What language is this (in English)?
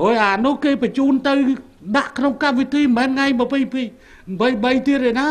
Khmer